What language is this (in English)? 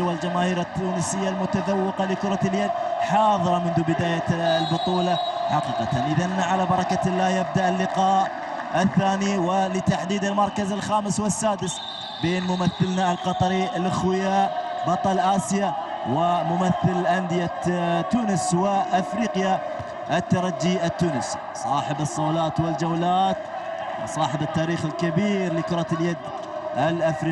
Arabic